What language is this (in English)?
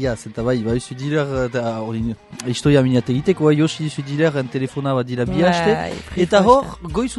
Basque